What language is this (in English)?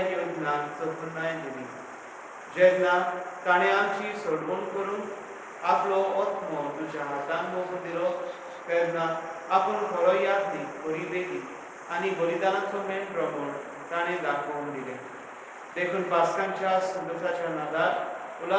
Konkani